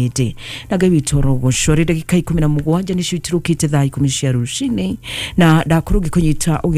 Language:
Kikuyu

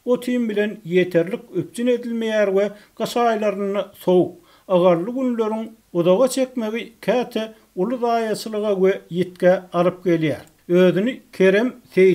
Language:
Turkmen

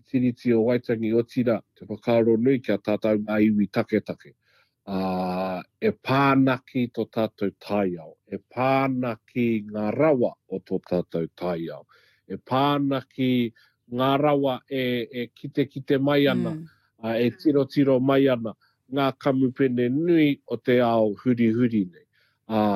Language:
Māori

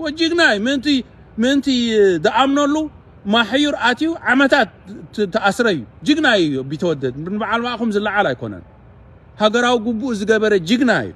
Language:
Tigrinya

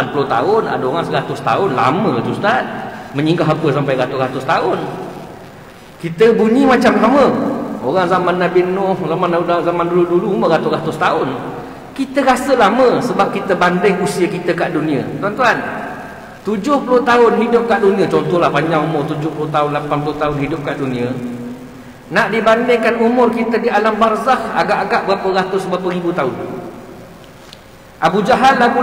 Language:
Malay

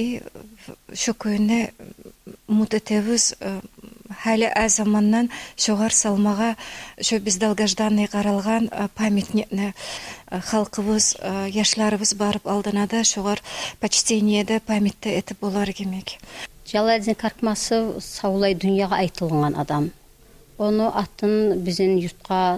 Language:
Kumyk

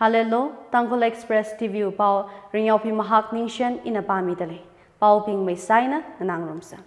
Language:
Tangkhul Naga (India)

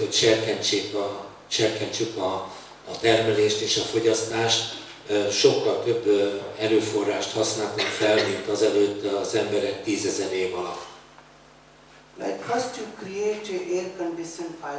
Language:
Hungarian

